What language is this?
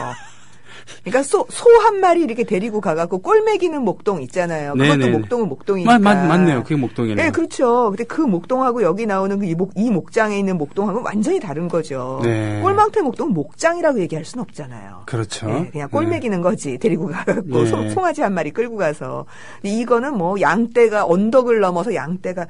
Korean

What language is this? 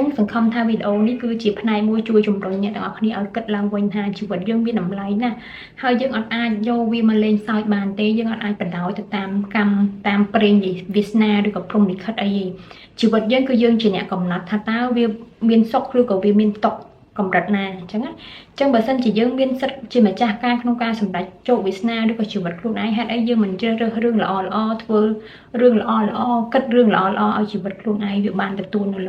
Khmer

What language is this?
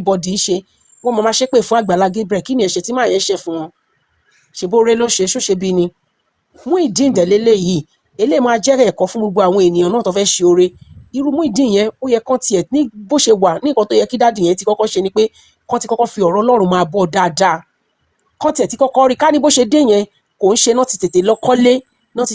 Yoruba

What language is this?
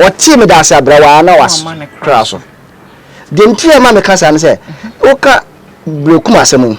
Akan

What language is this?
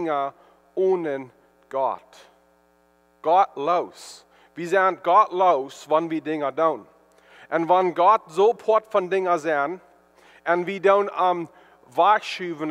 Plautdietsch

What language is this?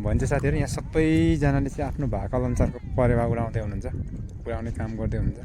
Nepali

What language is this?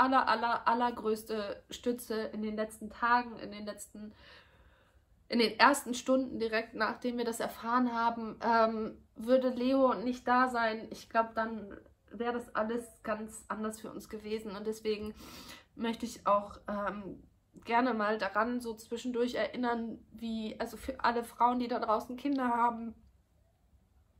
German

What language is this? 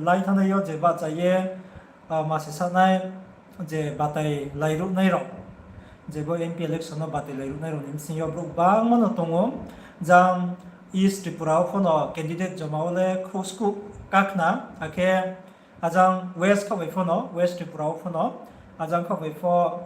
Riang (India)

